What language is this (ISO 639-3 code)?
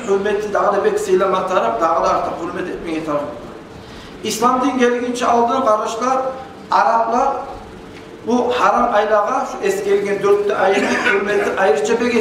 kum